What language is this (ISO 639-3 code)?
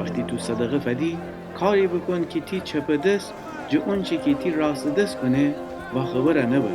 glk